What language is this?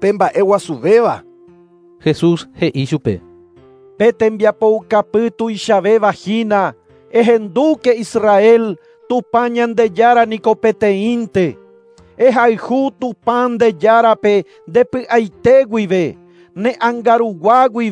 Guarani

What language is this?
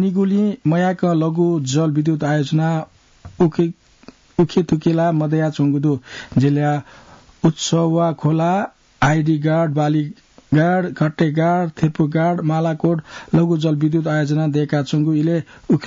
Newari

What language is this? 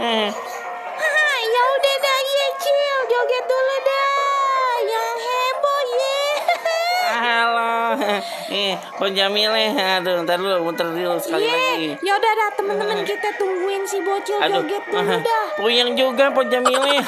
Betawi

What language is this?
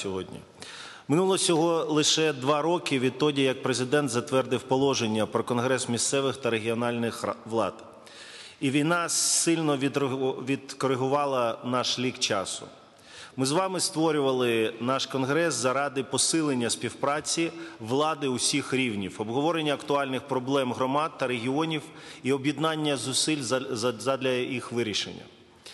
Ukrainian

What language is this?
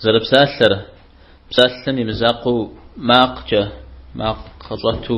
Kabardian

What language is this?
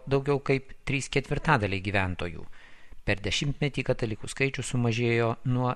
Lithuanian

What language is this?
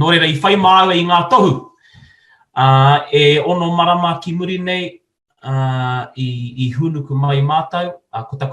Māori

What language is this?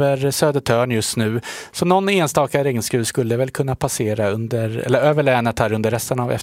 Swedish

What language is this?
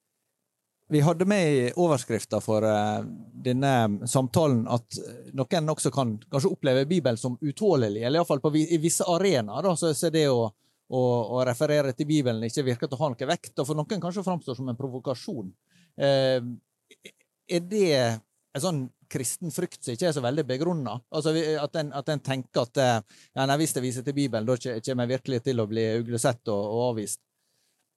Norwegian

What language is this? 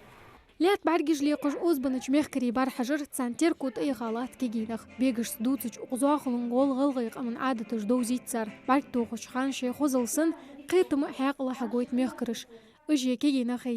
Ingush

